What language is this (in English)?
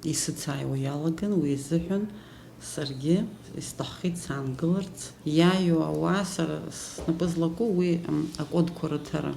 Abkhazian